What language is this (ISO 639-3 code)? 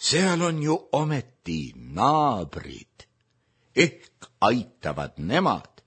est